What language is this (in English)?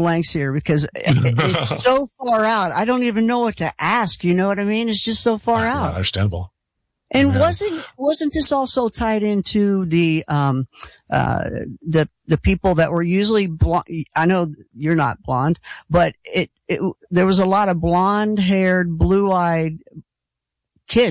English